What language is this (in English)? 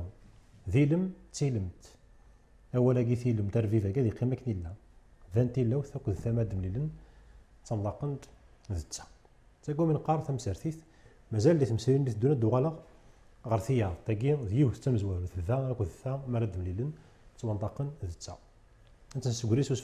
Kabyle